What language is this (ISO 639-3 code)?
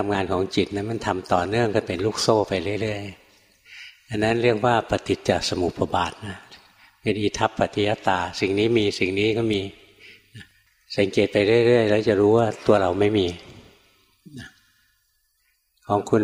tha